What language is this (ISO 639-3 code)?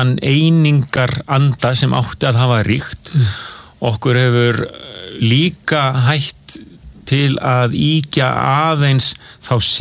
isl